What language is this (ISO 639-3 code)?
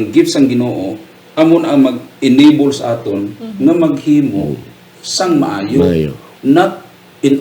hil